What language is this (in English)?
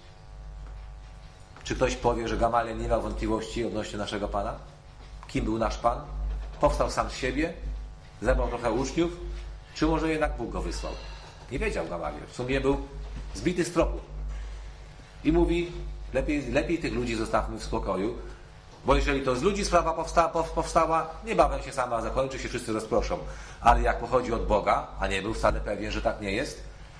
Polish